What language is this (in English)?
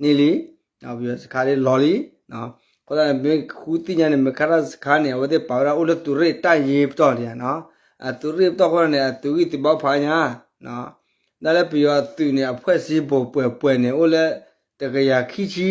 S'gaw Karen